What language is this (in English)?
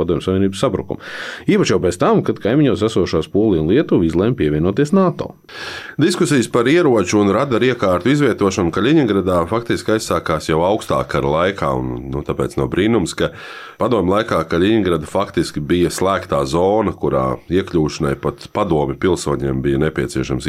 Latvian